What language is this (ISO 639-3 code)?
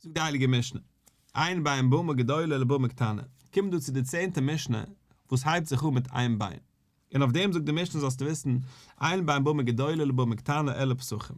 yid